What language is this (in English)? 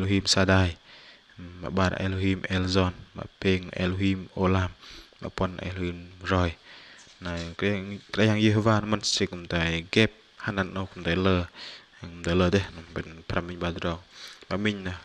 Bahnar